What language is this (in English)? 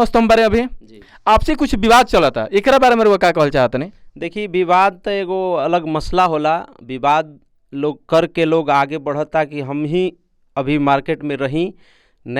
Bhojpuri